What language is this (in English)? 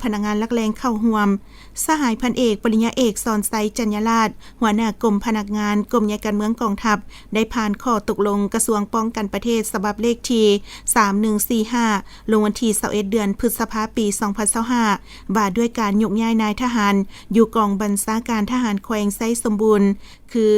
Lao